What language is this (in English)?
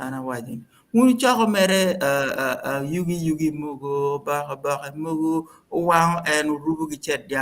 Acoli